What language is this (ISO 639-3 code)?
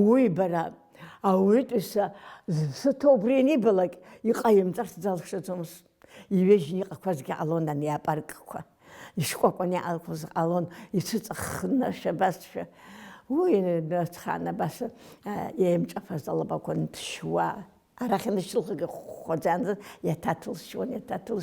abk